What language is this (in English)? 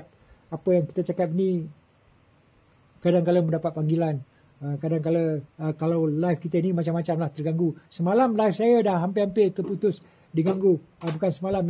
Malay